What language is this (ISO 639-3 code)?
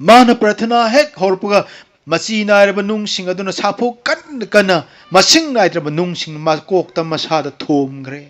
mni